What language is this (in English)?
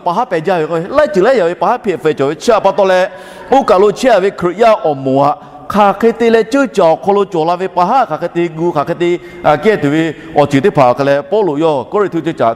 Lahu